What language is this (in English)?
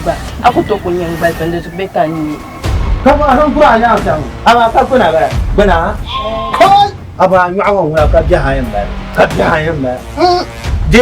Dagbani